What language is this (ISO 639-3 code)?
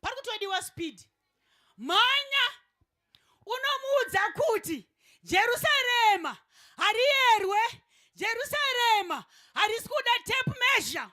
sna